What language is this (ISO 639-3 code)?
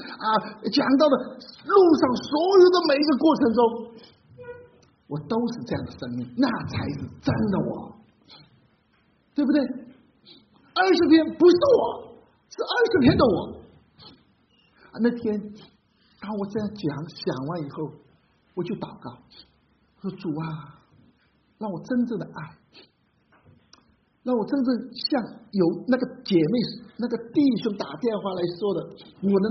zho